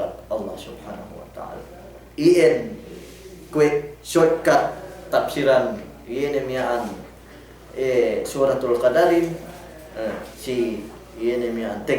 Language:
Yakan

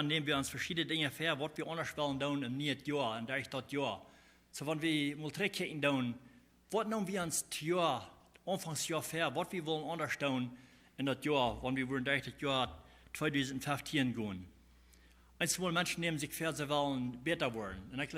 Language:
Plautdietsch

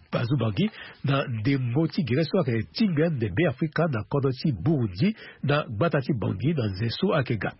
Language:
Sango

